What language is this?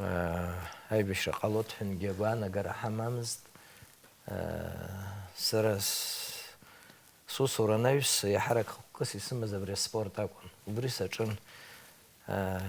Abkhazian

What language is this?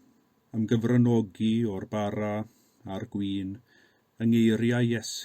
Welsh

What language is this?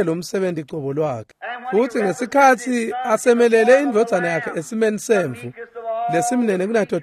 Swati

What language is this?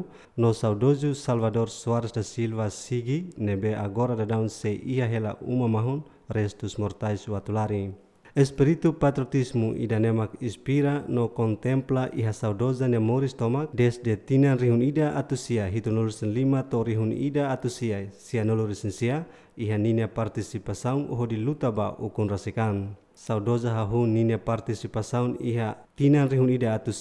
Tetum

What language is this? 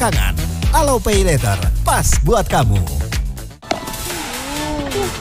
Indonesian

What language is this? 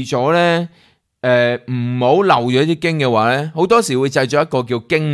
Cantonese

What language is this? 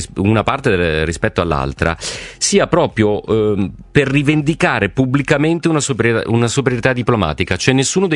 Italian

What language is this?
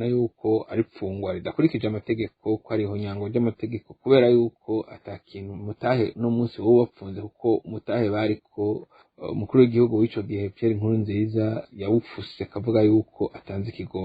Rundi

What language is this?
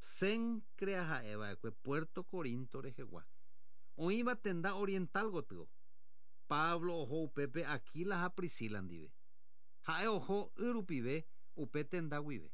Guarani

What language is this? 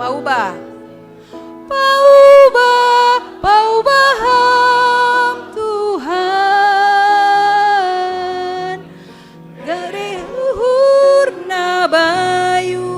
Batak Simalungun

